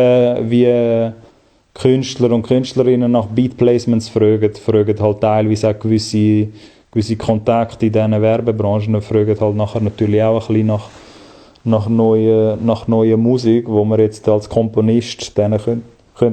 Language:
Swiss German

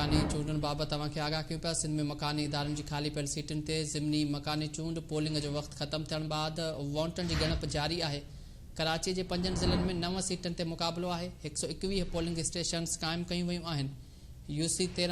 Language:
Sindhi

